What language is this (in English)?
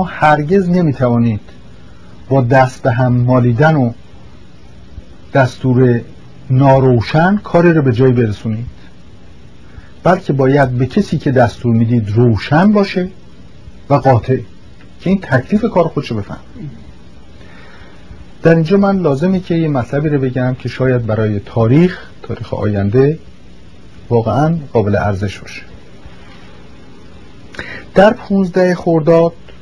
Persian